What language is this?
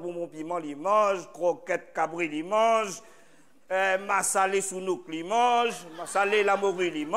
Réunion Creole French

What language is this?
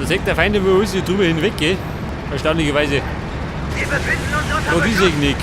Bavarian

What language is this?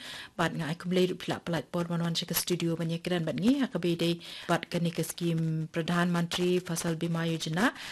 Khasi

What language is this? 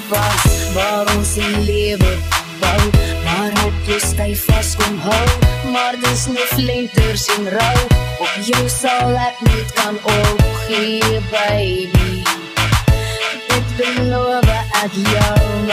Afrikaans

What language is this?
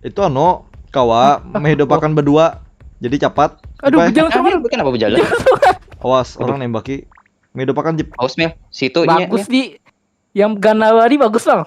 Banjar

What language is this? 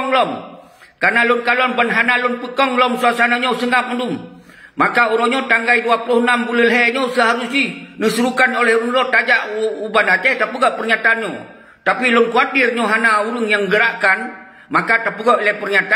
Achinese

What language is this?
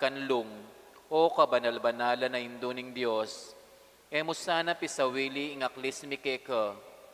Pampanga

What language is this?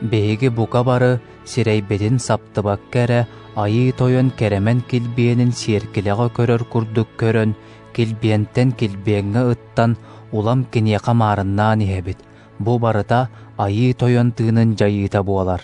Yakut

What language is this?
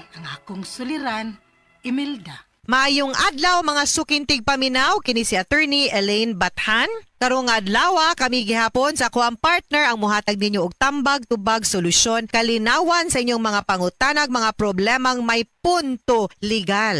Cebuano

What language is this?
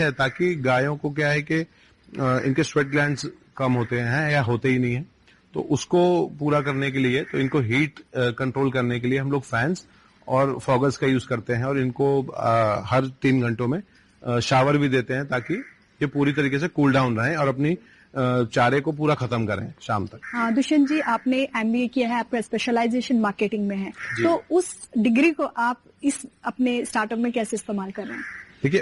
Hindi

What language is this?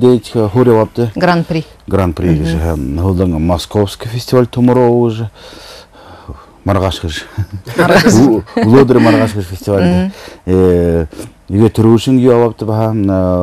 Buriat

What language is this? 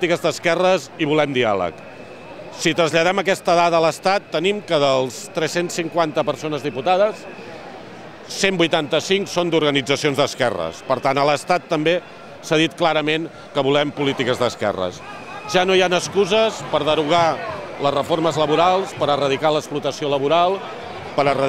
Catalan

